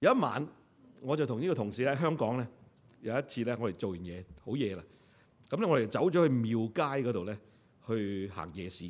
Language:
Cantonese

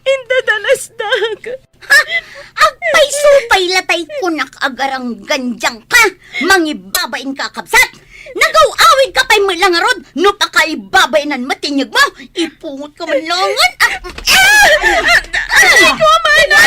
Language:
Iloko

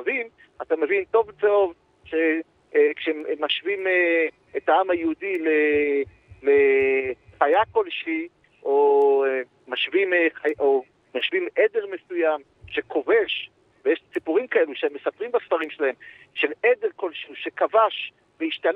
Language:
Hebrew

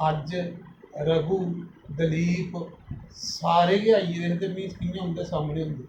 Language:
Dogri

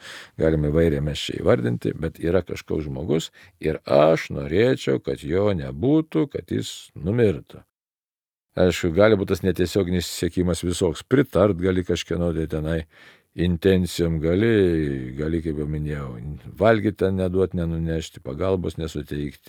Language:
Lithuanian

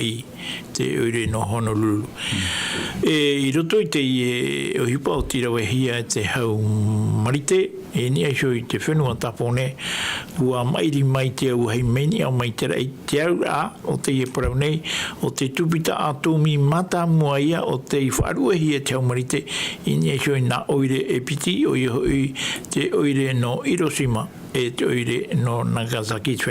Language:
Tahitian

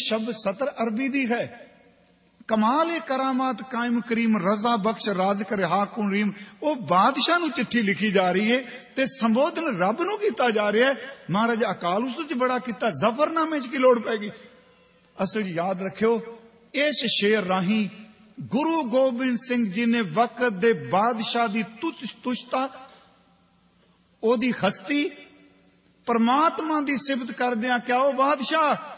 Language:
Punjabi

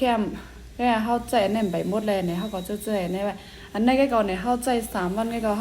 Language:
Shan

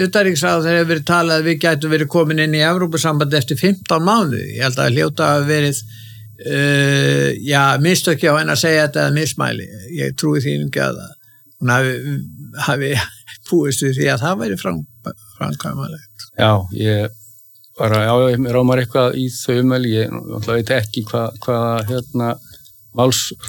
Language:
Icelandic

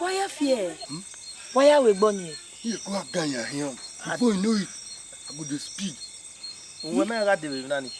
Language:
Bini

